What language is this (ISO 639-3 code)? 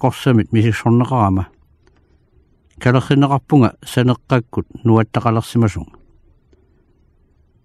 kal